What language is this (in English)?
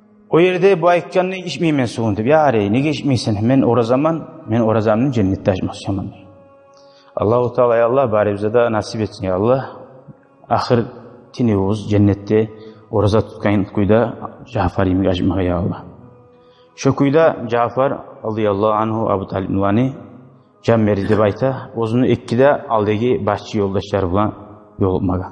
Kumyk